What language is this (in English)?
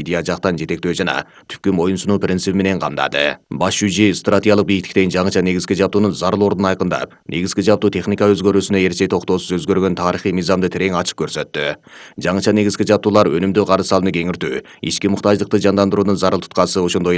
Kyrgyz